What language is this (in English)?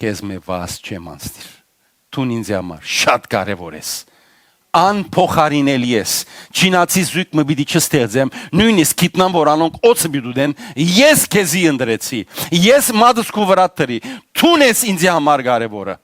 Western Armenian